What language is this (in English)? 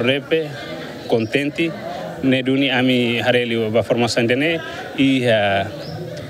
Tetum